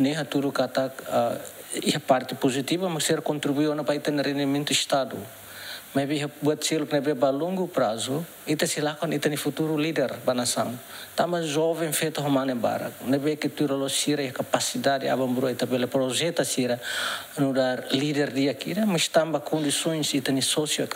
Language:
Tetum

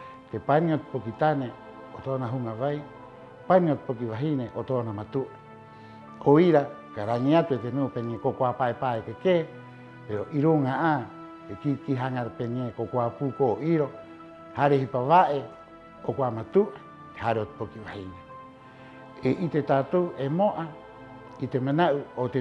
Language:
Rapanui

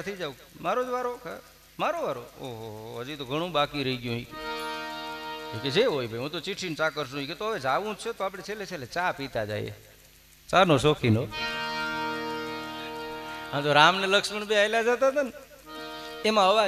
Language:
Gujarati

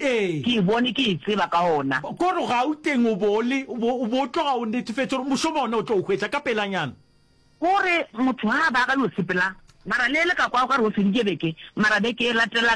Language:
Northern Sotho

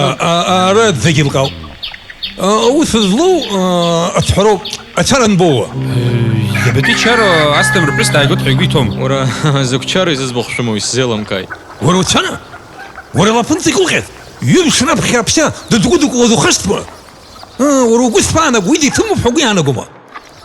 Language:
Abkhazian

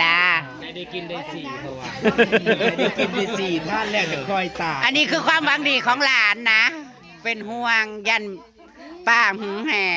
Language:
Northeastern Thai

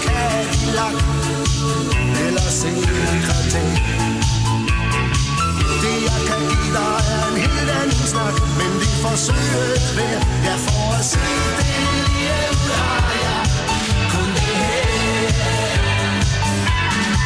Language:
Danish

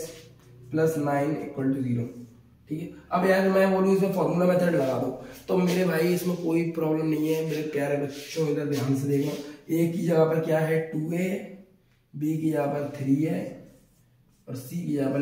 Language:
Hindi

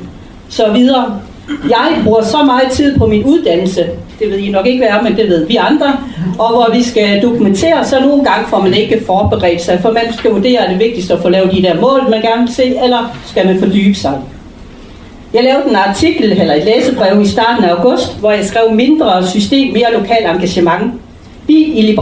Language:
Danish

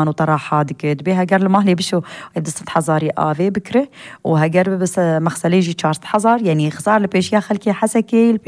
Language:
Kurdish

